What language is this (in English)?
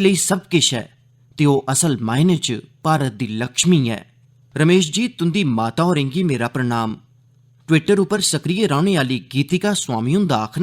Dogri